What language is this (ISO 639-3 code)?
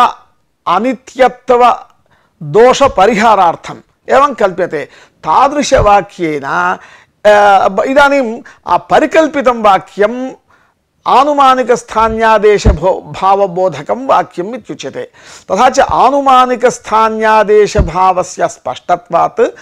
san